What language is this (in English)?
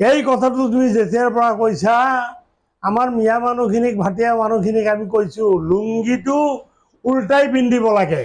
Assamese